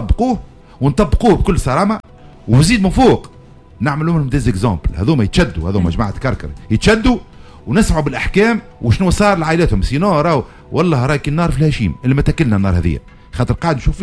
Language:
Tunisian Arabic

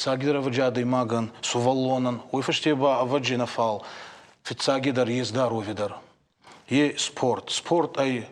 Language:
Ossetic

